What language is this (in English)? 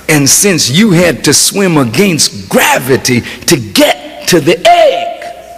English